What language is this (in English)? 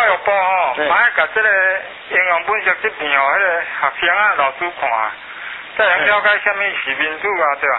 Min Nan Chinese